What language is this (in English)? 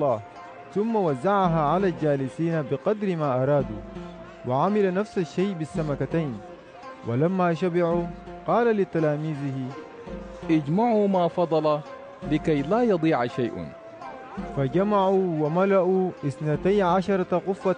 Sudanese Arabic